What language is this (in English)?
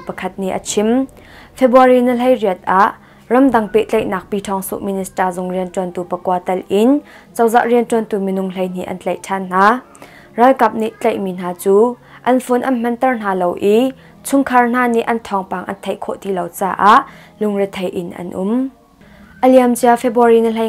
Hakha Chin